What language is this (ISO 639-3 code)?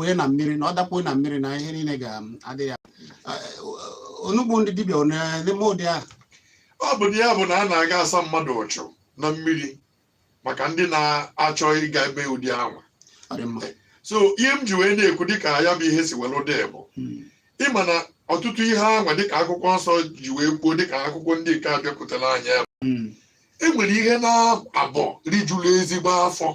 ibo